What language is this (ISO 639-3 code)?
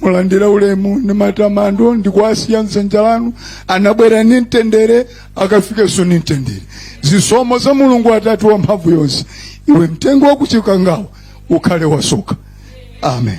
nya